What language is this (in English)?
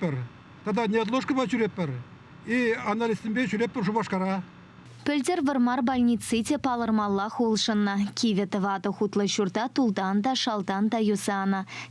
Chuvash